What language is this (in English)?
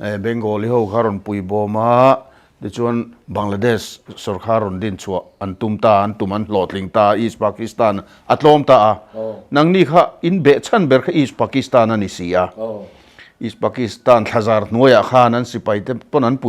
Mizo